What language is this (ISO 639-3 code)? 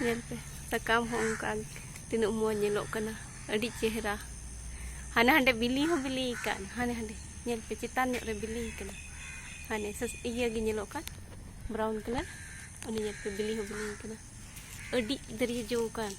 sat